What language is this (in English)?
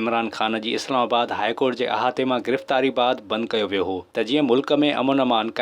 Sindhi